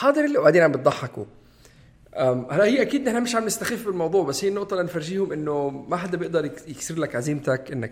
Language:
North Levantine Arabic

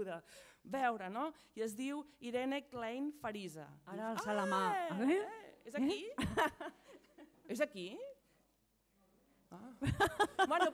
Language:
Catalan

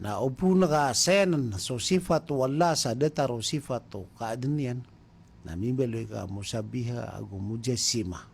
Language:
Maranao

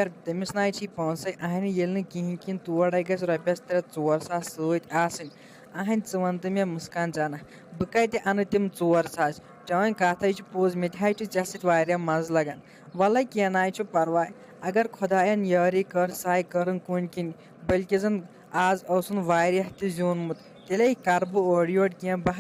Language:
Kashmiri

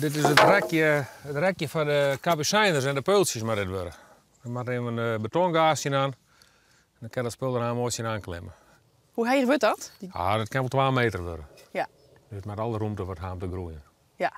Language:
Western Frisian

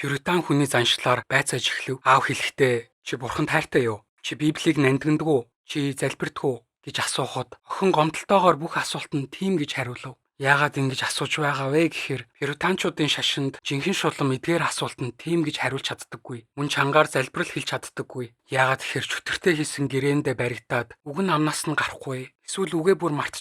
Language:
Mongolian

